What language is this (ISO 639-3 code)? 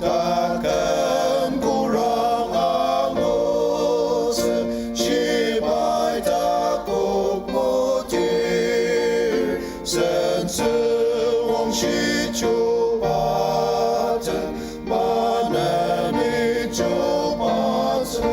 njo